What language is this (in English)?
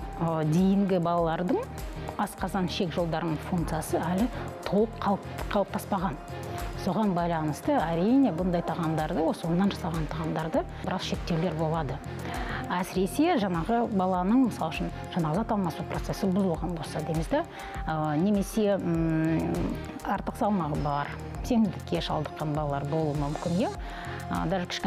Kazakh